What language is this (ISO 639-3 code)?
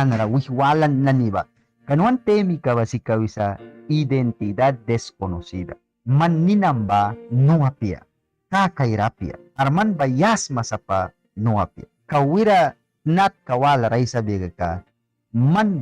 miq